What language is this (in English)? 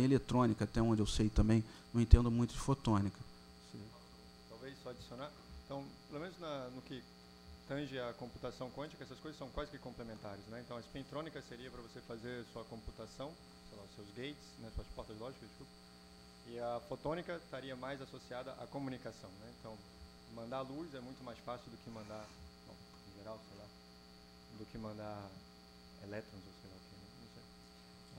Portuguese